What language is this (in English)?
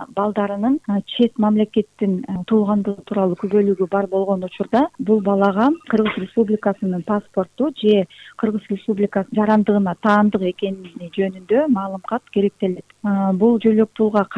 Kyrgyz